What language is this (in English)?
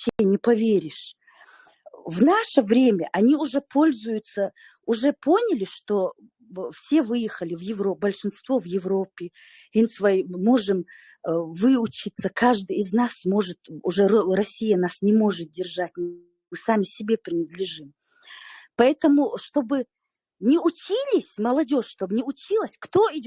Chechen